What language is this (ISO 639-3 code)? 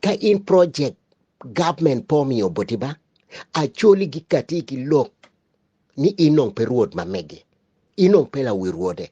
ach